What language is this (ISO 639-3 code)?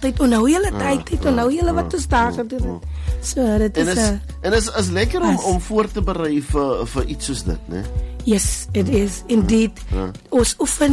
afr